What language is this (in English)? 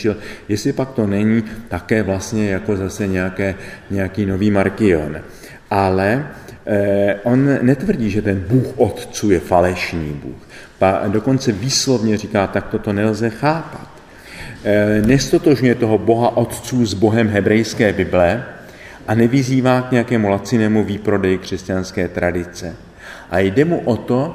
Czech